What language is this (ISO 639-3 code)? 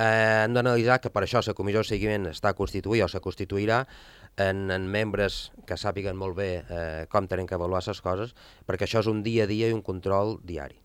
cat